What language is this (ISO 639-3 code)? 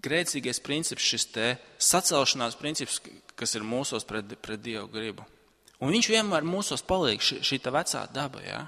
lav